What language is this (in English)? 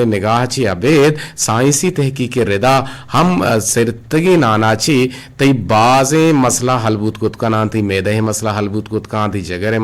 Eastern Balochi